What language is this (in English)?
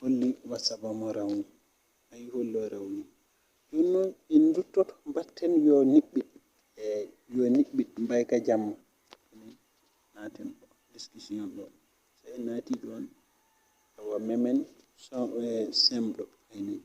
Fula